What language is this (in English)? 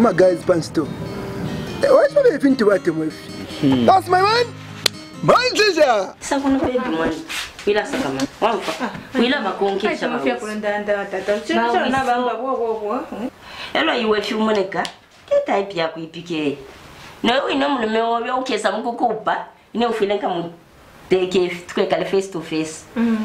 Bemba